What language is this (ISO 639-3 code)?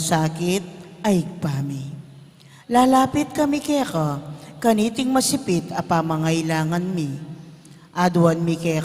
pam